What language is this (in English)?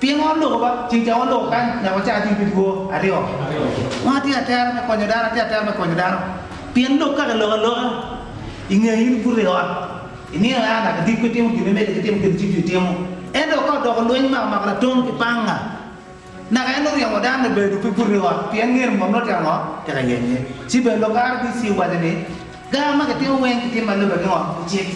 Acoli